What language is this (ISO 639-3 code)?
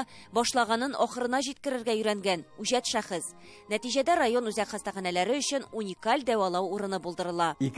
tat